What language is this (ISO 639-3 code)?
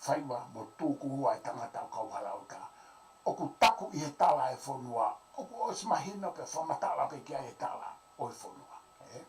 ton